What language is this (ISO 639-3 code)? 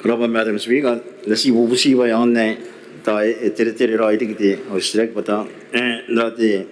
gil